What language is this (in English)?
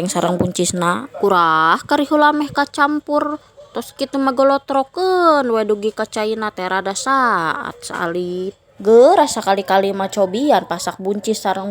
Sundanese